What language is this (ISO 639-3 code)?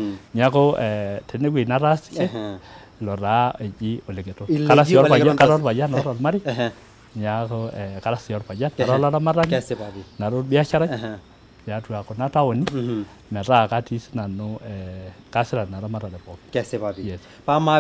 mas